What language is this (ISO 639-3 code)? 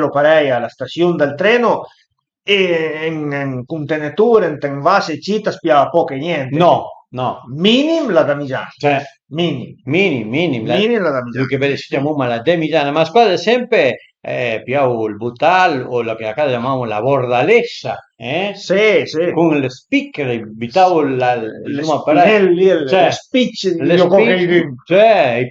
pms